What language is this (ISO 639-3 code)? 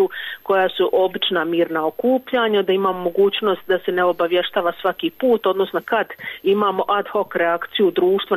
bos